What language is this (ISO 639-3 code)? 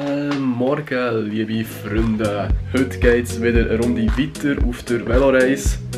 gsw